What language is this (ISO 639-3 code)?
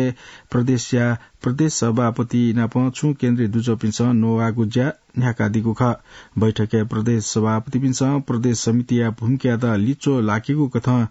new